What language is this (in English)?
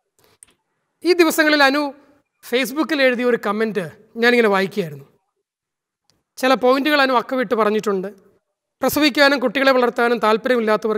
Malayalam